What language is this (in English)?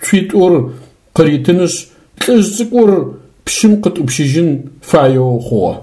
Adyghe